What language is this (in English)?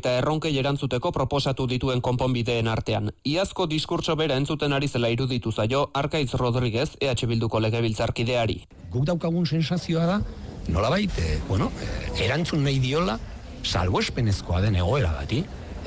Basque